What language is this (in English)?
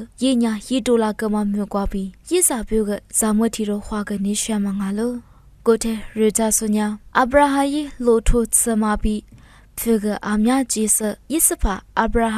Lisu